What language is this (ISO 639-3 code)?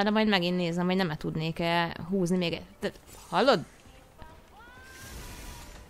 hun